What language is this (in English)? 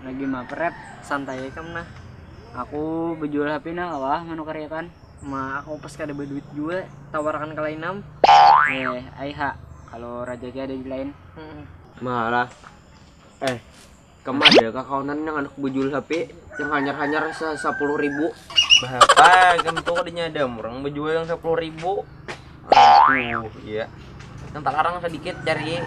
Banjar